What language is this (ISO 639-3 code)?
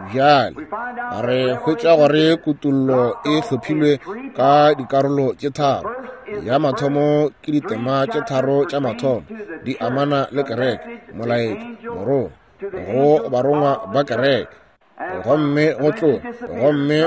nso